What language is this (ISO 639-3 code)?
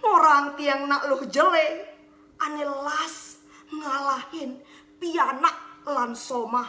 ban